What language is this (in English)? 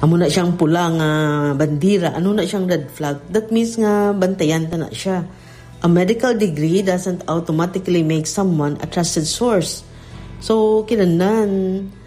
Hiligaynon